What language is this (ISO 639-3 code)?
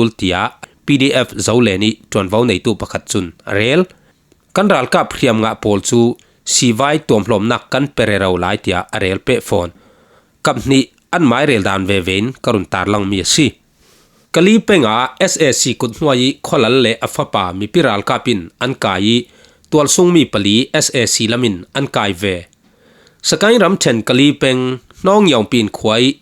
cfm